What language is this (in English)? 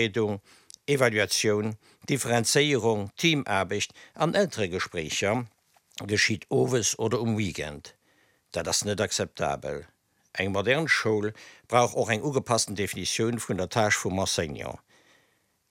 Luxembourgish